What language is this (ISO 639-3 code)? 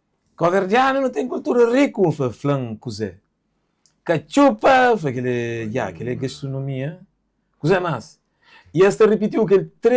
kea